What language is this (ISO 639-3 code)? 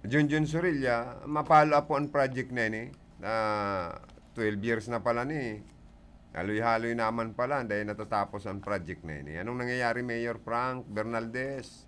bik